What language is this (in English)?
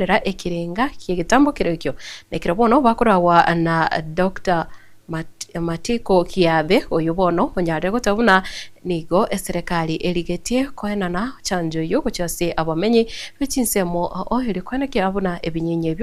Gusii